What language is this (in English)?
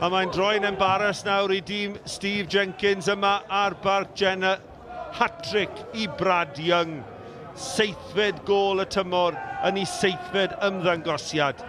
Welsh